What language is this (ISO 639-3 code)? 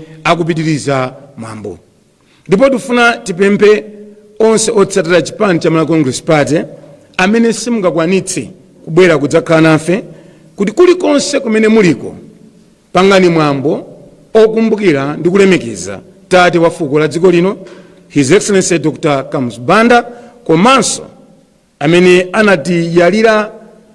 nya